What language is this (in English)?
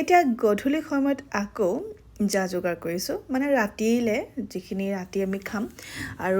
Assamese